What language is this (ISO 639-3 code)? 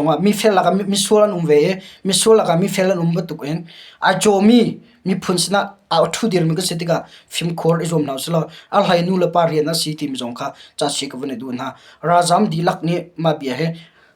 cnh